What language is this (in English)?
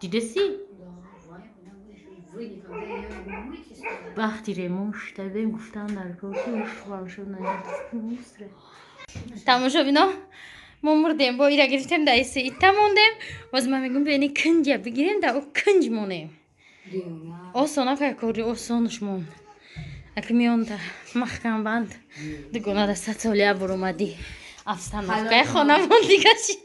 Tajik